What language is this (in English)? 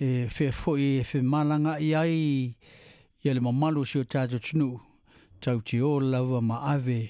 Samoan